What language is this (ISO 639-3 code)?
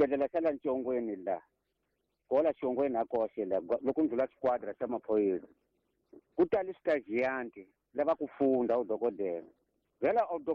tso